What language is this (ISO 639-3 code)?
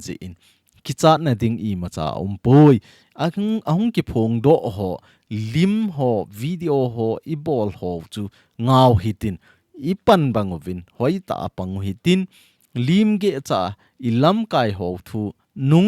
tcz